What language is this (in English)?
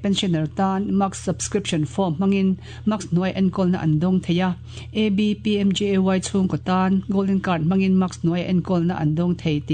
Mizo